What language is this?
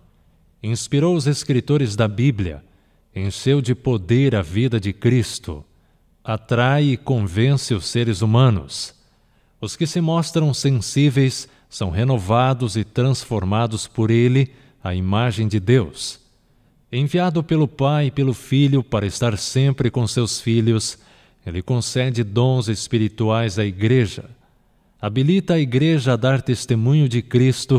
Portuguese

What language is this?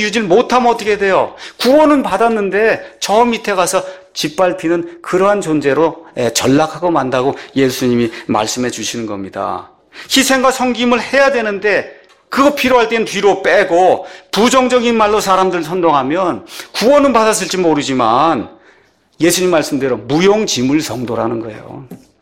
Korean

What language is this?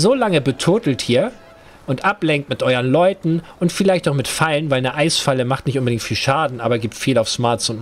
German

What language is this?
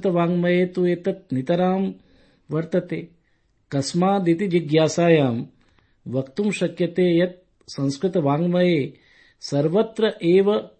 Sanskrit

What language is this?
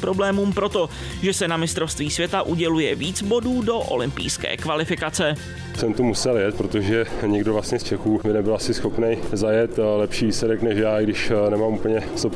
Czech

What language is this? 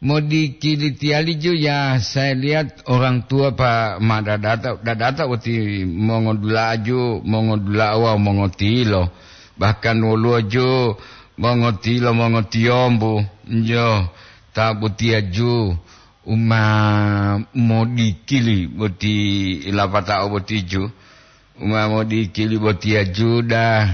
Gorontalo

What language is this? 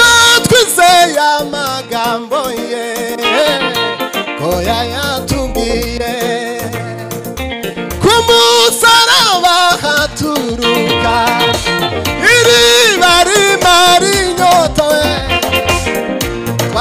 Kinyarwanda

